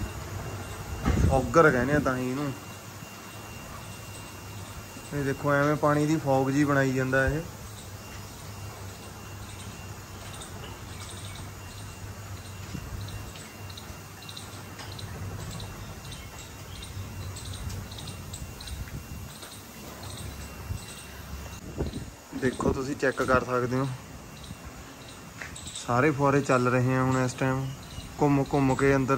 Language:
Punjabi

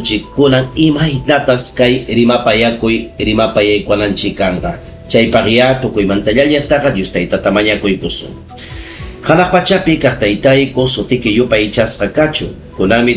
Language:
Ayacucho Quechua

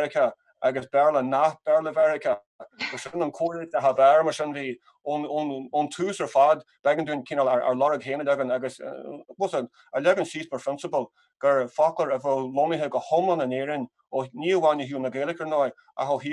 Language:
Irish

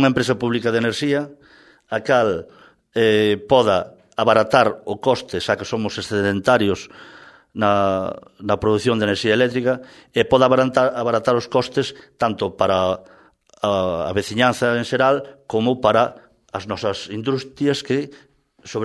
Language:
Galician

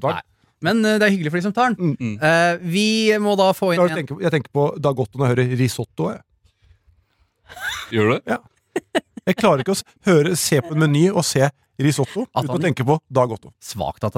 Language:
Norwegian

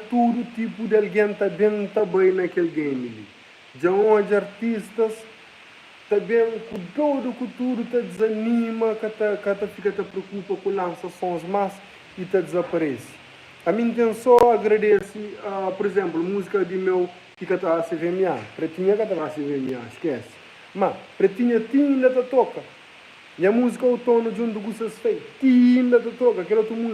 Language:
Kabuverdianu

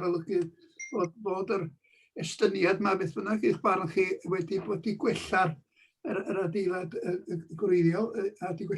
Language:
Welsh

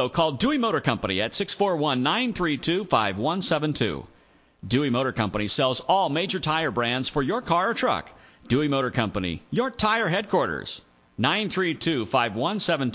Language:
English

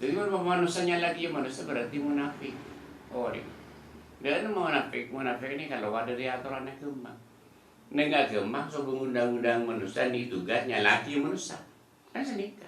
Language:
Madurese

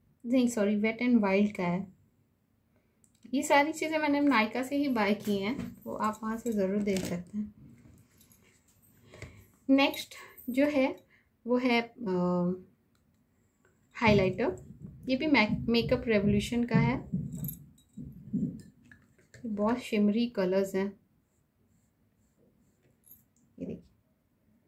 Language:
Hindi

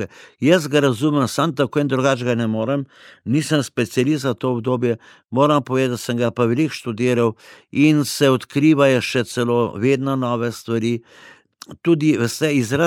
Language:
Slovenian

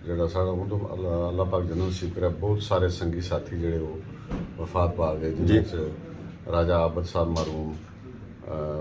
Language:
Pahari-Potwari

